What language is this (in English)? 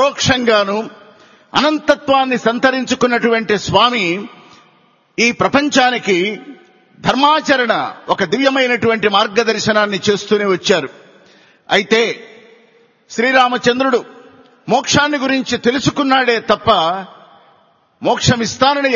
Telugu